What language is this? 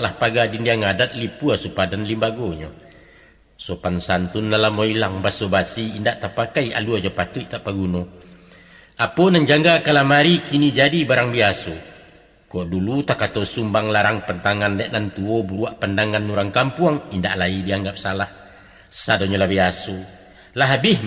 Minangkabau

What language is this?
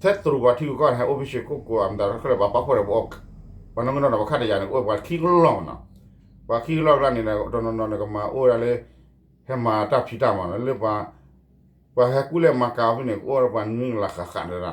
S'gaw Karen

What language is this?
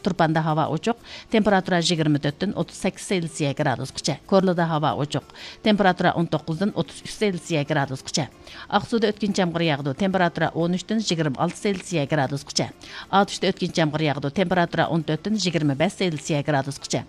Uyghur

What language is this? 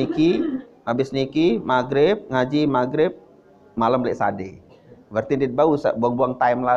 Sasak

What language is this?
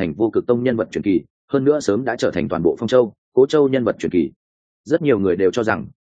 Vietnamese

